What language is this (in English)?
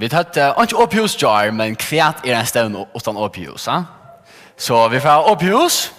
Faroese